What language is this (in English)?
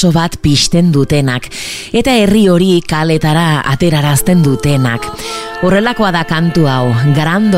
Basque